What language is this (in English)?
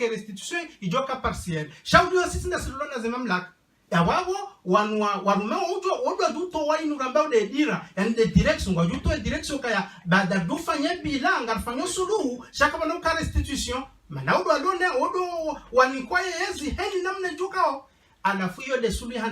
Ngazidja Comorian